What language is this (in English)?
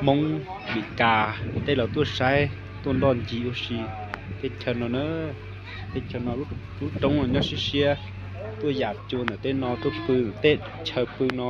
Hmong